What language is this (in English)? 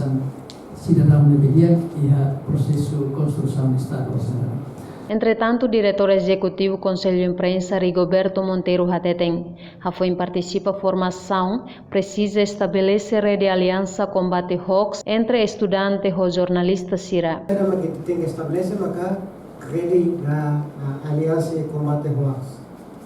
Tetum